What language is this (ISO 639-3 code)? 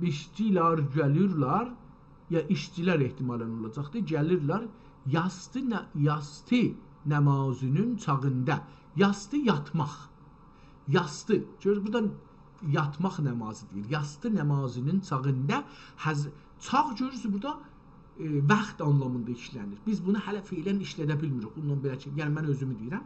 azb